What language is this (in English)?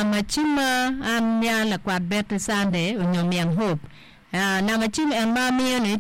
Acoli